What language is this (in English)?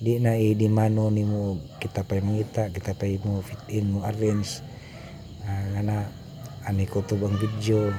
Cebuano